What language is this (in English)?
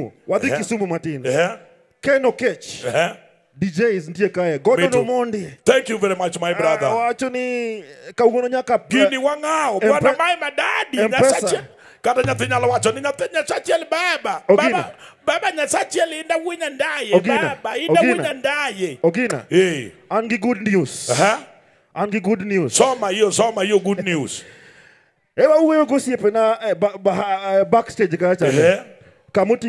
Luo (Kenya and Tanzania)